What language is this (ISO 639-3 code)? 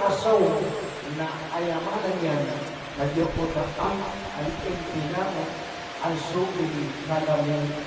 mrw